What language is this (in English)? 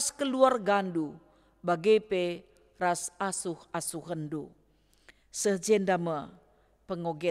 Batak Karo